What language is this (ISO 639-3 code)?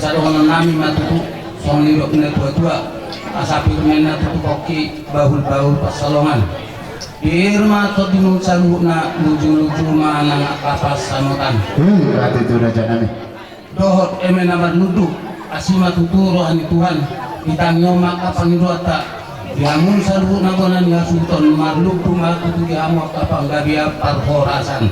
bbc